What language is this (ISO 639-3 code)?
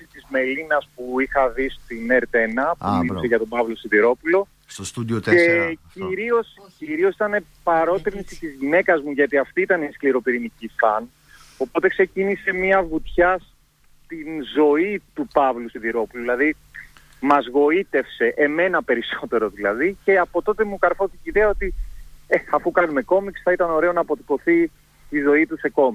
ell